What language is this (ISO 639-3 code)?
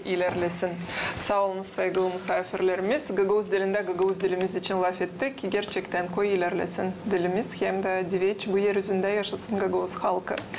gag